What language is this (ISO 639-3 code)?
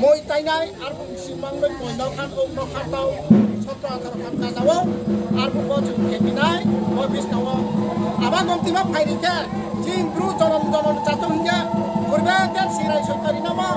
ria